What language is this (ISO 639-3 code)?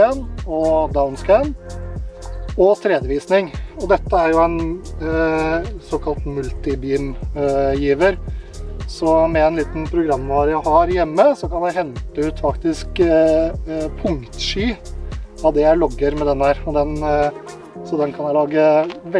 nor